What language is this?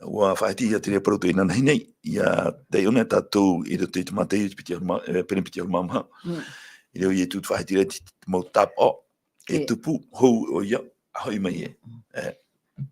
Tahitian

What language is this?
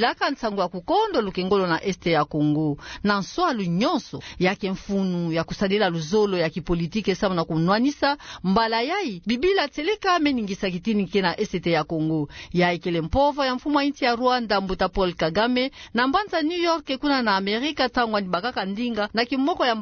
Kituba (Democratic Republic of Congo)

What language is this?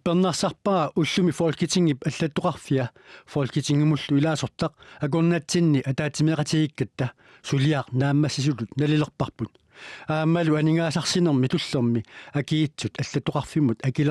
Kalaallisut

